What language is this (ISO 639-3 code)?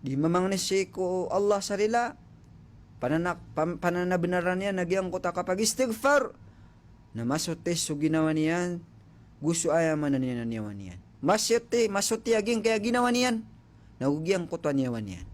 mrw